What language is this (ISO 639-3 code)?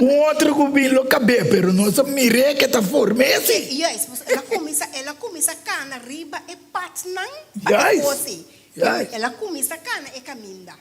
pap